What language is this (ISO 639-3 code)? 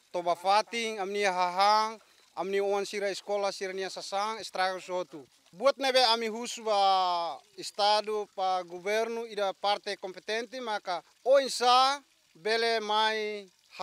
tet